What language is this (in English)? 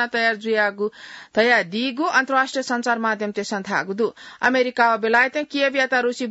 Newari